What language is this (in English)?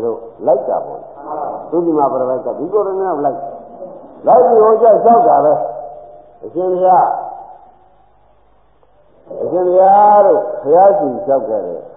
Burmese